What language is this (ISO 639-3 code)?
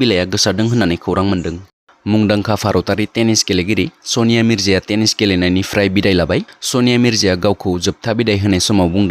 brx